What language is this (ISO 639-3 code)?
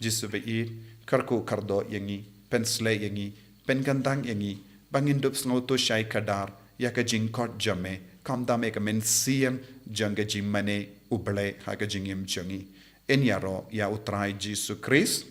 kha